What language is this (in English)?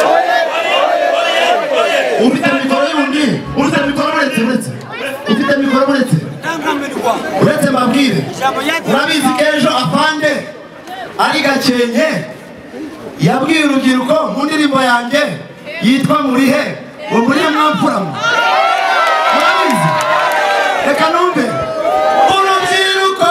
Kinyarwanda